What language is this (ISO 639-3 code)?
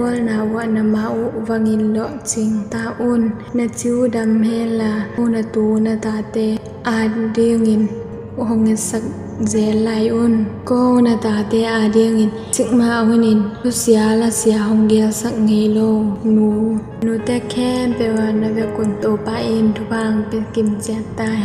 ctd